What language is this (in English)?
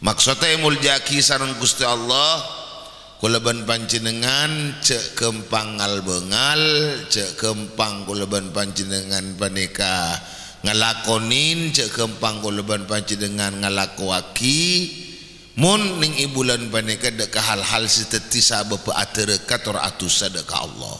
Madurese